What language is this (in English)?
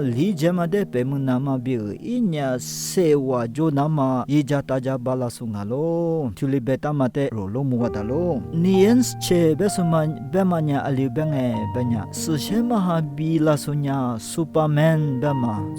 Lisu